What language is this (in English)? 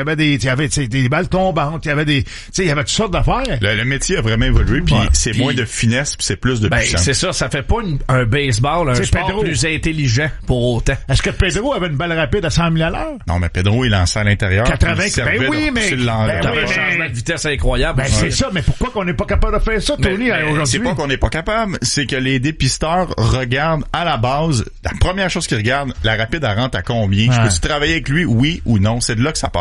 French